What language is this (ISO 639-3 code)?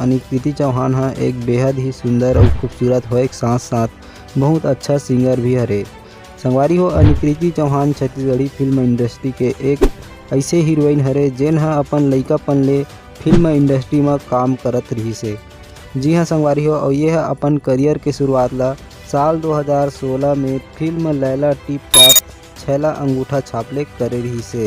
hne